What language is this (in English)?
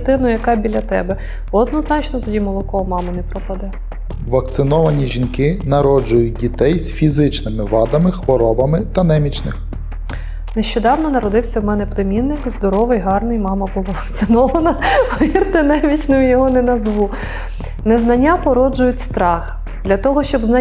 Ukrainian